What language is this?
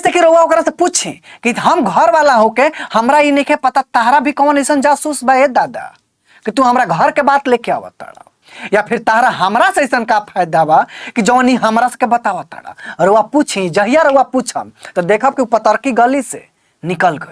Bhojpuri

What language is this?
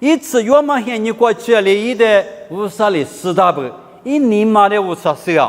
Lisu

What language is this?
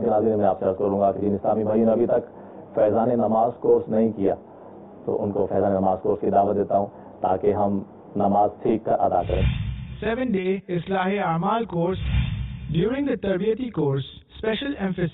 Urdu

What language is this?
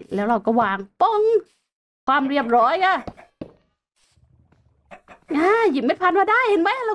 Thai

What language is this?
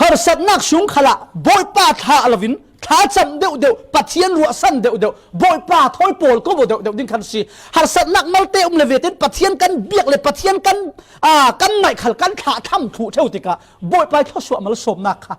Falam Chin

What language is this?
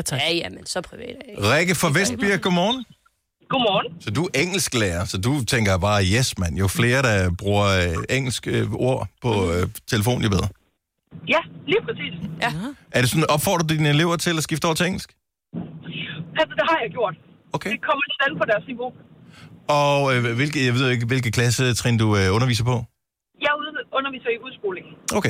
Danish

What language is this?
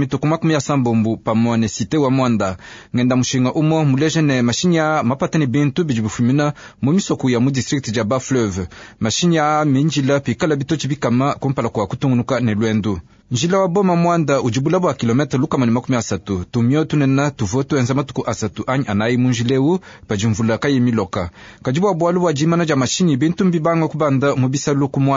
Luba-Lulua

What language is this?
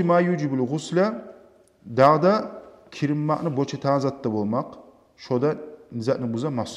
Kumyk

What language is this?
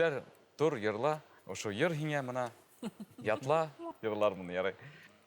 Bashkir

